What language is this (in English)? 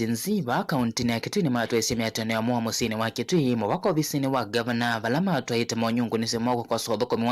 Kamba